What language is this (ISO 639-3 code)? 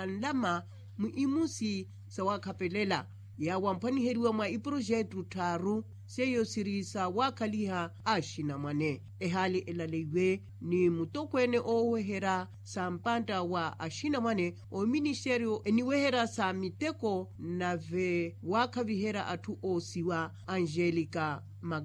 vmw